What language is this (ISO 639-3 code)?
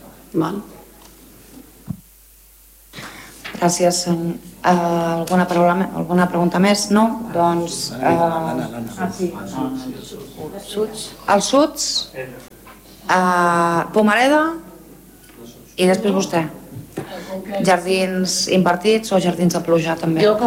cat